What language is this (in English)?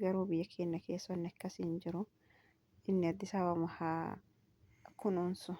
Oromo